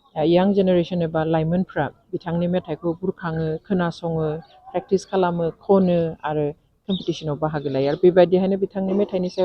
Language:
Bodo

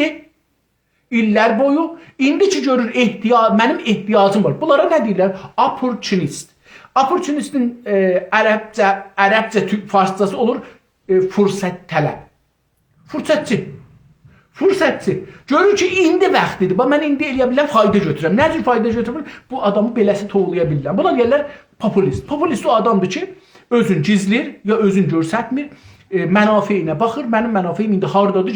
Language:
South Azerbaijani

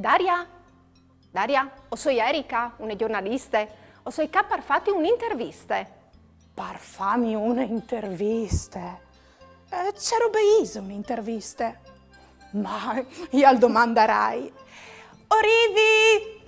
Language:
Friulian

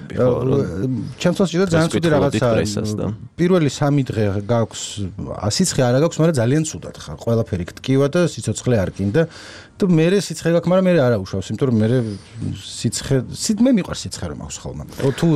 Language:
Georgian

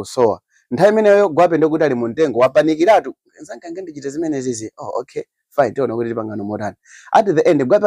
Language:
Nyanja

